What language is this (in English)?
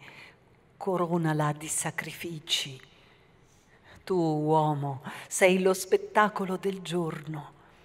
Italian